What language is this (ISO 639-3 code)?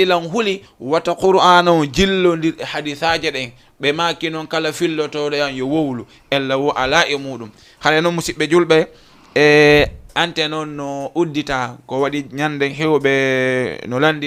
ful